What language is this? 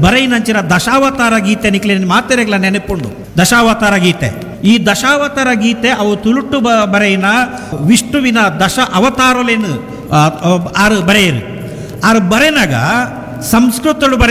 Tulu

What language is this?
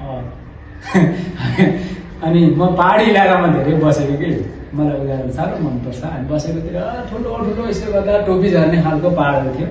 Nepali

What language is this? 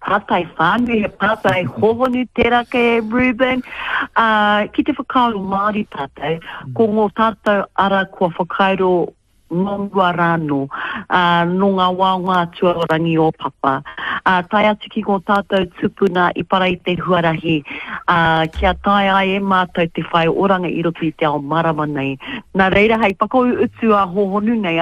Māori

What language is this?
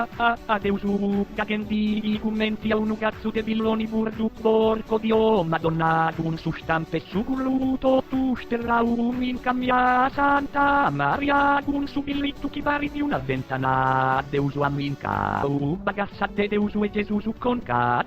Sardinian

